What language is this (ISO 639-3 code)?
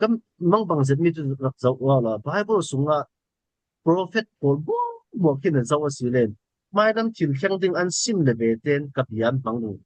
cfm